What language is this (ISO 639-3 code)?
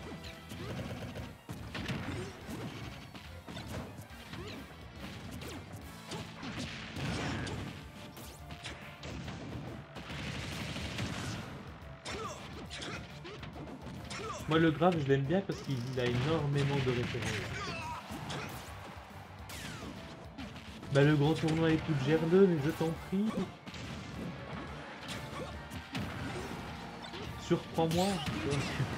fra